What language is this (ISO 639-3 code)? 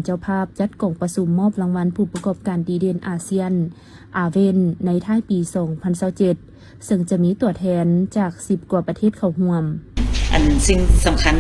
lao